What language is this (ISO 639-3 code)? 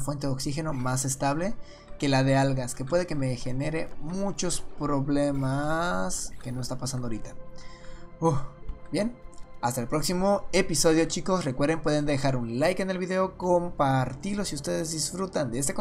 spa